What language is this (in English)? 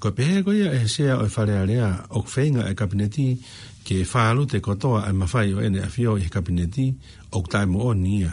Tongan